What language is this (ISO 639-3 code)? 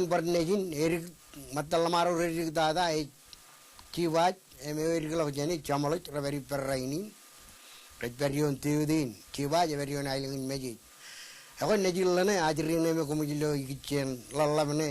mah